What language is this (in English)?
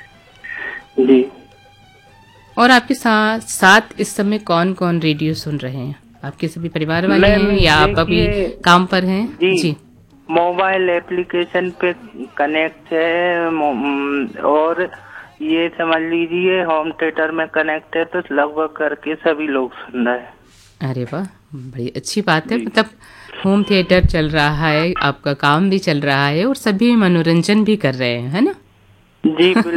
Hindi